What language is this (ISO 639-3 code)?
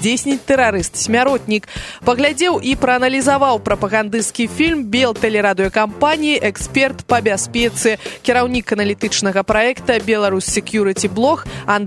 bel